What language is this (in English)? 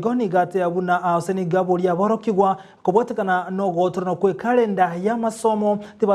Gusii